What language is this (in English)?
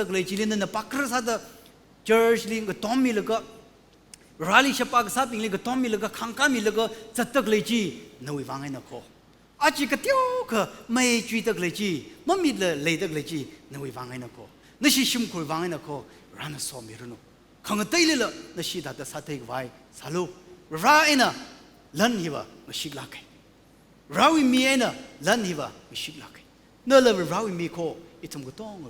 Tangkhul Naga (India)